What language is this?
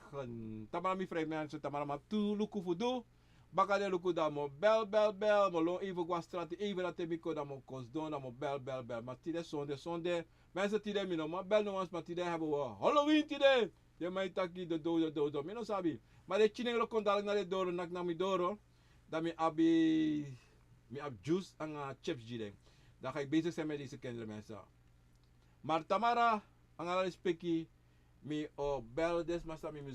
Sranan Tongo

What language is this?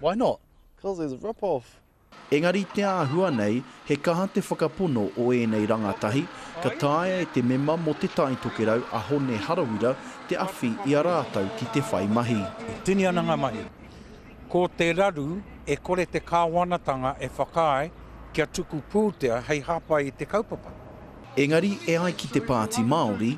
Māori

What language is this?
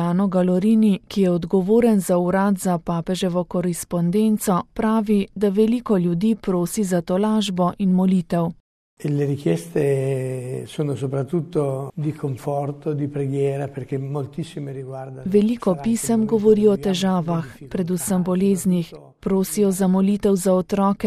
Slovenian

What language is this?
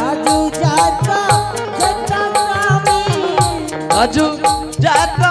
Angika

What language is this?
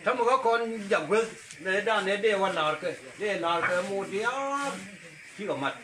Nuer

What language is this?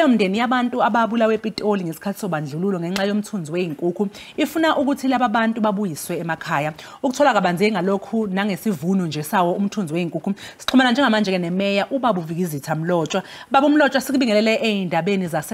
Zulu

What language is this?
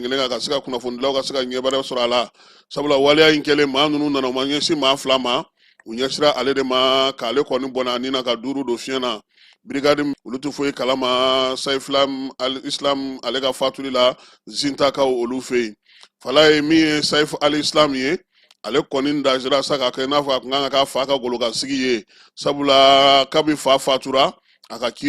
Bambara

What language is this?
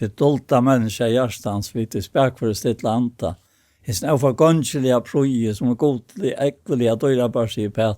Faroese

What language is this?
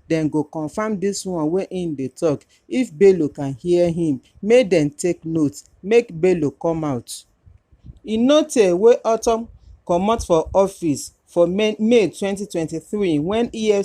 Nigerian Pidgin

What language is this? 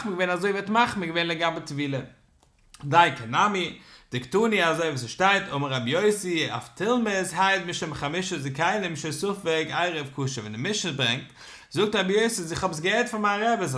Yiddish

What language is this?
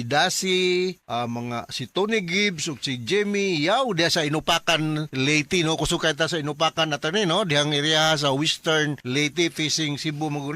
Cebuano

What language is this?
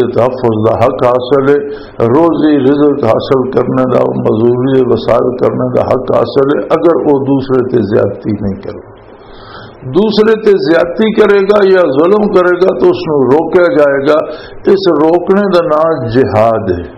Western Panjabi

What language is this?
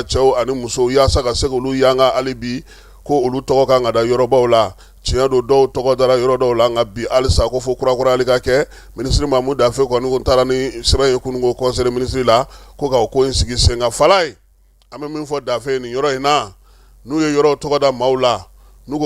Bambara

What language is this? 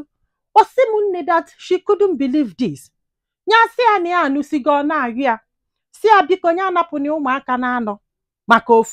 Igbo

